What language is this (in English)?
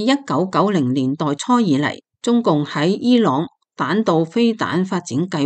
Cantonese